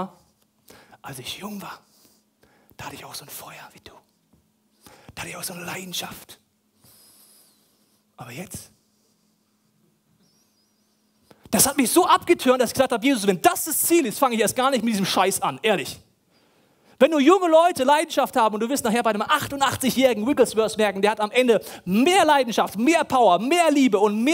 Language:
German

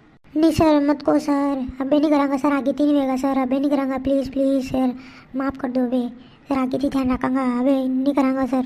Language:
Rajasthani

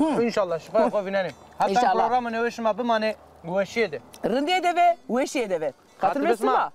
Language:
Zaza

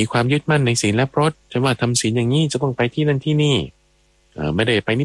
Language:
Thai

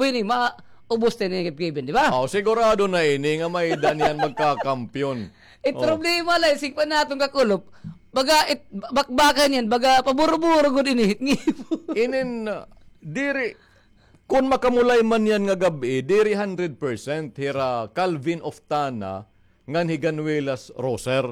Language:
Waray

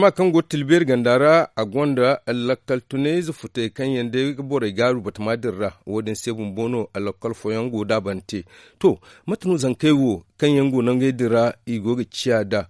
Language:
Zarma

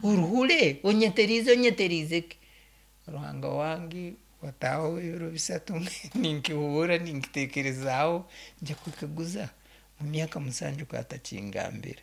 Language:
Nyankole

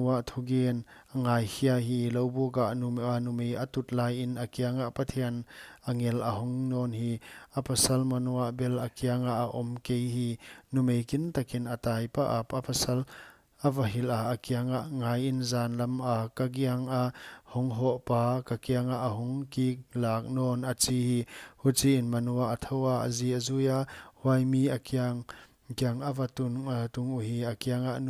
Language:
Paite Chin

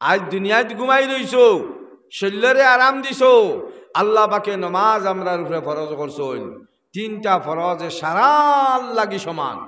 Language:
Sylheti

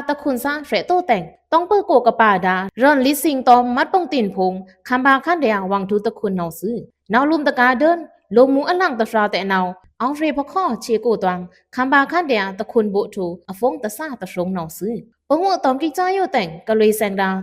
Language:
Pa'o Karen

